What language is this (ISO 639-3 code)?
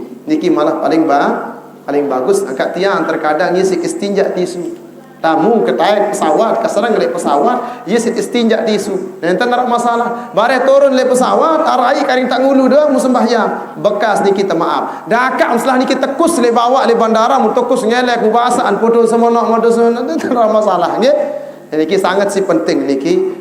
sas